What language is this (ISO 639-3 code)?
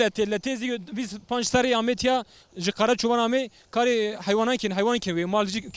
zza